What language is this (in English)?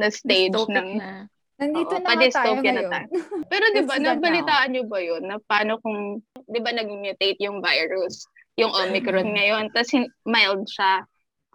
Filipino